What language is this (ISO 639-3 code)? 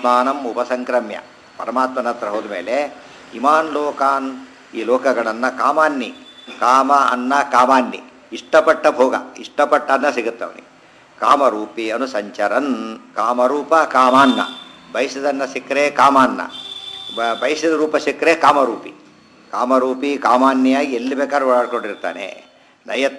kan